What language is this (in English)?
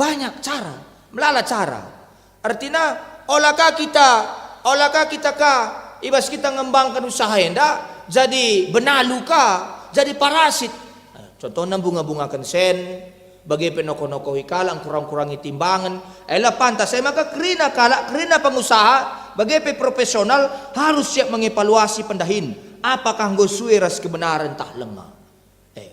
Batak Karo